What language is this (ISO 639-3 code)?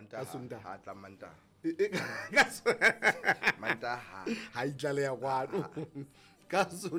sot